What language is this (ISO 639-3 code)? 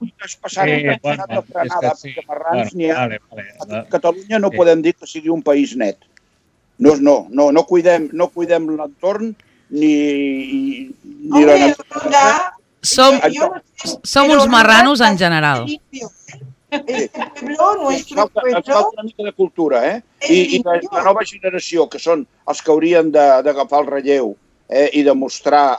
cat